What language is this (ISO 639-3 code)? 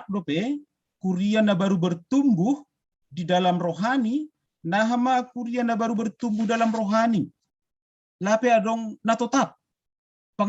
bts